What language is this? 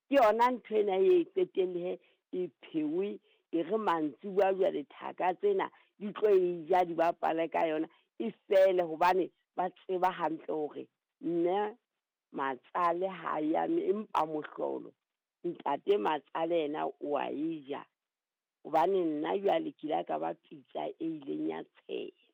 Southern Sotho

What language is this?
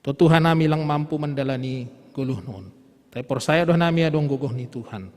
Batak Simalungun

